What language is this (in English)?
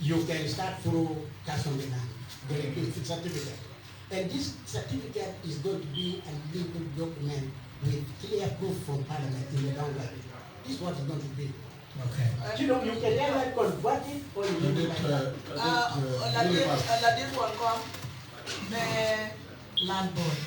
Acoli